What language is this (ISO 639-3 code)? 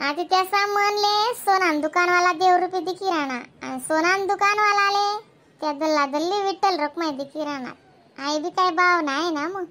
khn